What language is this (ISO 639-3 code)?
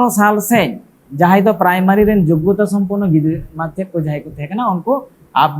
sat